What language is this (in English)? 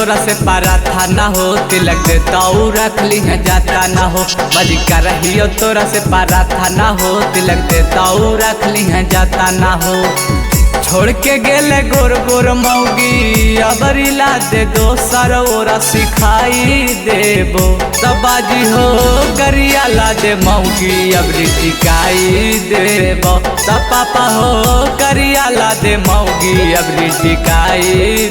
Magahi